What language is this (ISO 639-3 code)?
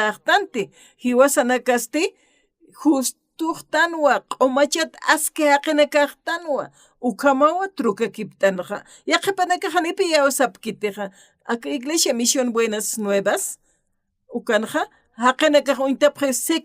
aym